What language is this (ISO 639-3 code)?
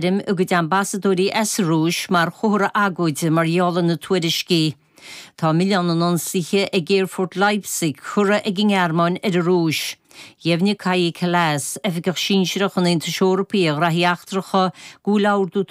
gle